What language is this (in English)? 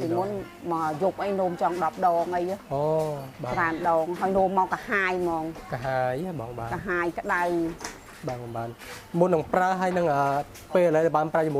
Khmer